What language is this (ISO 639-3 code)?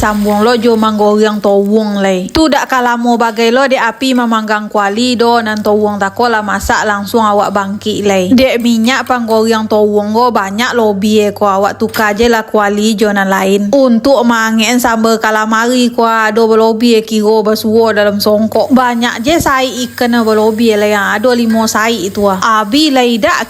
min